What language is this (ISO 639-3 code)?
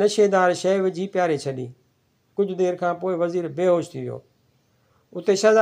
snd